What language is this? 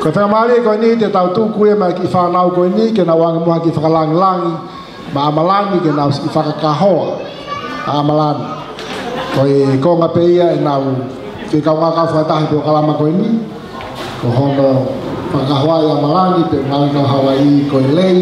Tongan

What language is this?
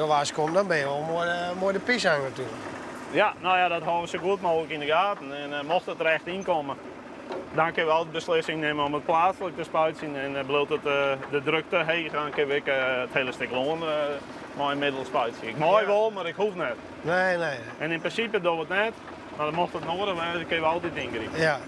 Western Frisian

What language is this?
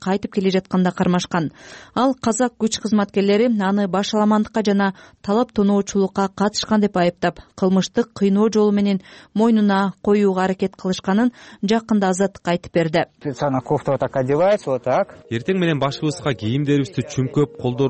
Kyrgyz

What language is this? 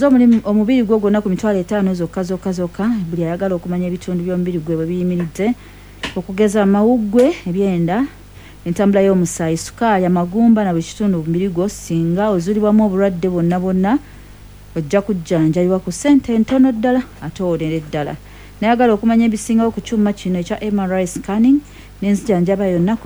Ganda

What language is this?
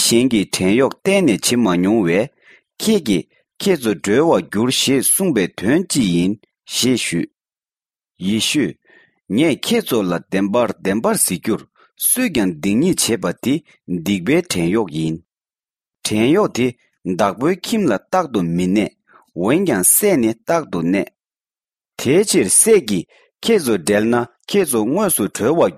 Tibetan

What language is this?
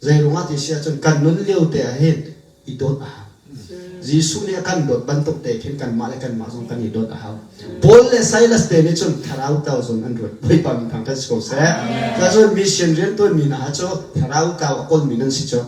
Hakha Chin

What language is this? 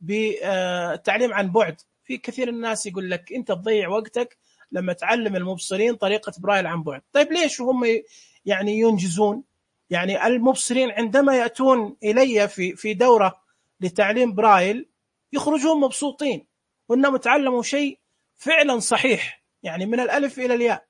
Najdi Arabic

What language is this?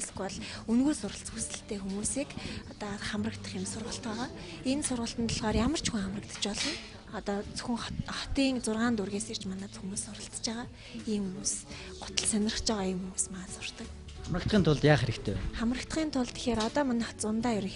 Mongolian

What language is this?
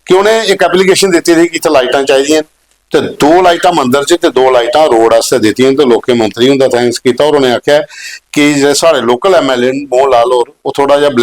Dogri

